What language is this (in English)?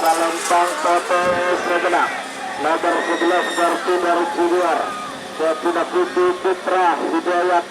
Madurese